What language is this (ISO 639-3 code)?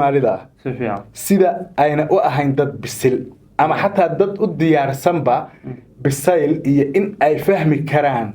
som